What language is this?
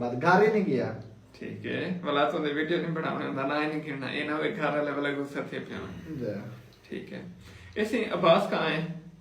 Saraiki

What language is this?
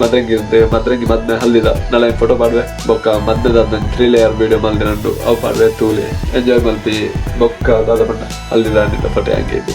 Tulu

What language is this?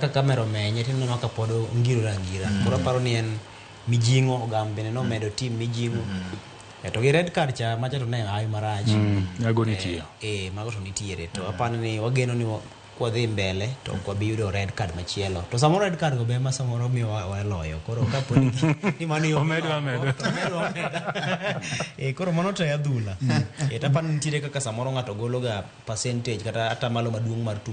Luo (Kenya and Tanzania)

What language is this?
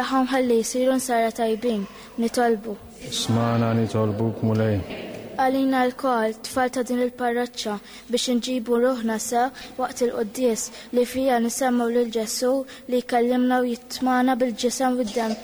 Maltese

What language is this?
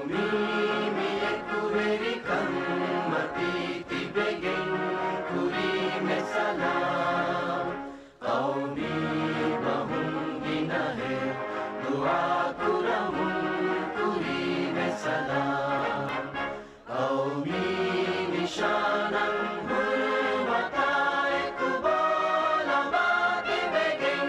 Divehi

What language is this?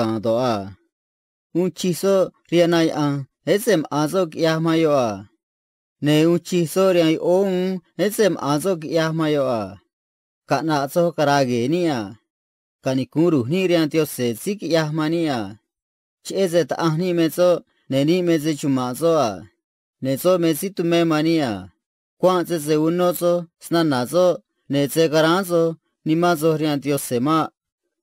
Copala Triqui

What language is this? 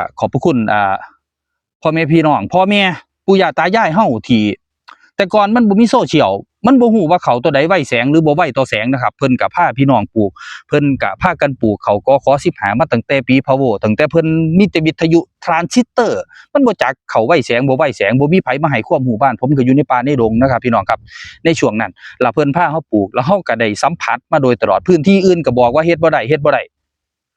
Northeastern Thai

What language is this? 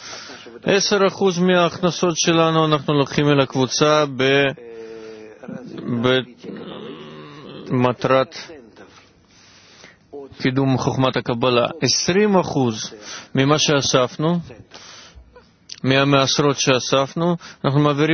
Hebrew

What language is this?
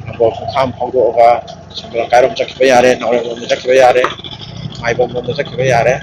Manipuri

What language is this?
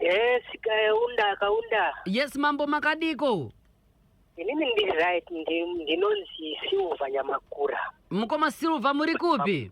Shona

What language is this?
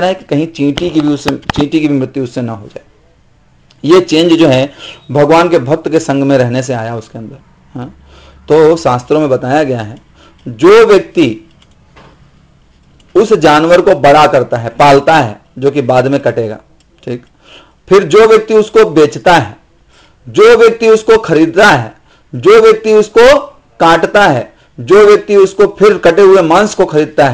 Hindi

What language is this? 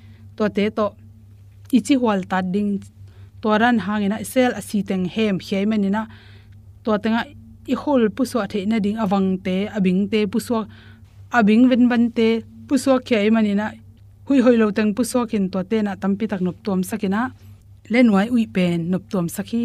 Tedim Chin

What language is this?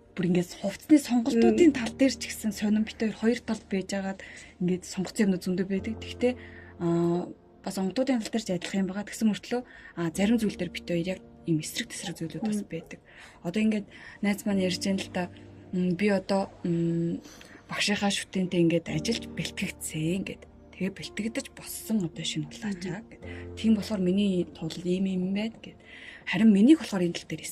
Mongolian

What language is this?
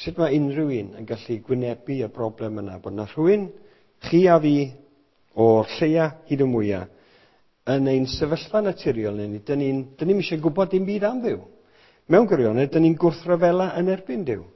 Welsh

